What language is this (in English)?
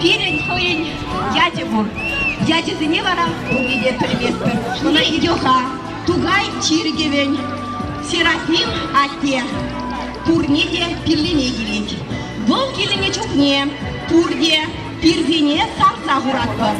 Chuvash